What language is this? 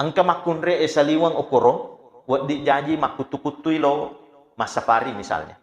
Buginese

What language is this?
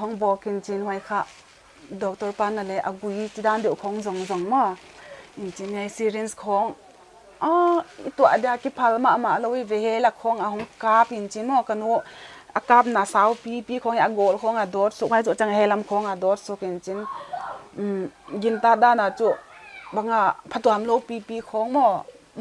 Paite Chin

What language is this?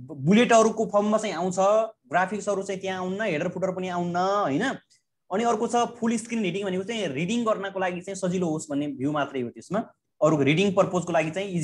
Nepali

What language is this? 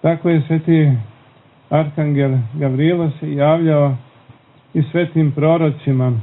Serbian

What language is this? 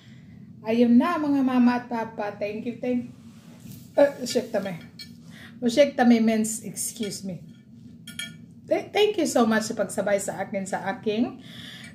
Filipino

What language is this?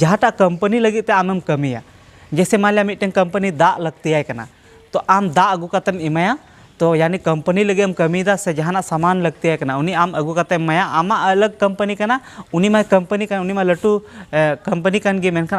Santali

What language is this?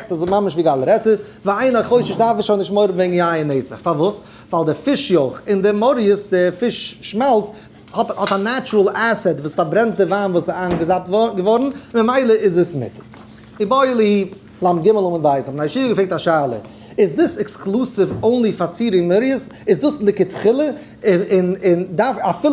Yiddish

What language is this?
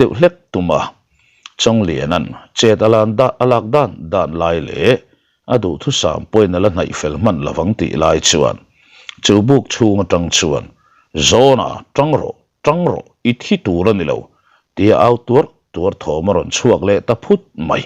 Mizo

